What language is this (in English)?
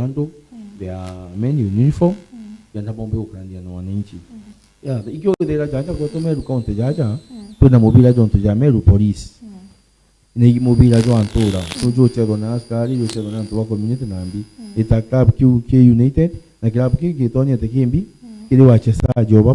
Meru